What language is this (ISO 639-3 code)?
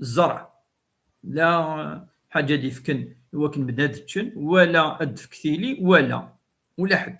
kab